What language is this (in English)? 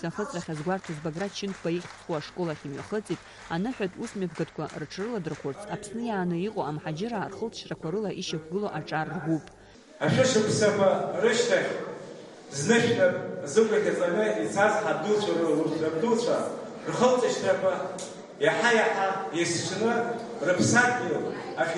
Abkhazian